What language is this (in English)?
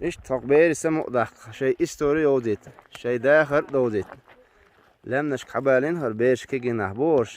Chechen